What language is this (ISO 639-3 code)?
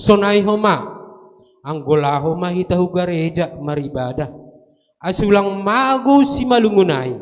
bts